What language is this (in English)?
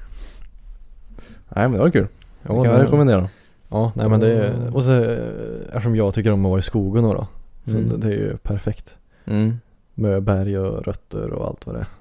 Swedish